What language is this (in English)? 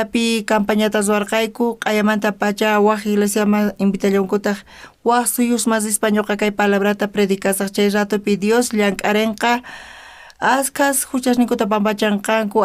South Bolivian Quechua